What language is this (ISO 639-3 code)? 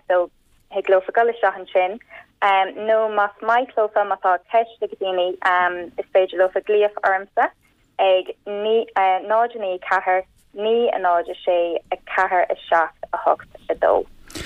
gle